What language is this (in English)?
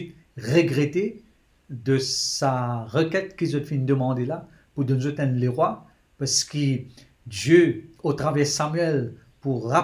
Morisyen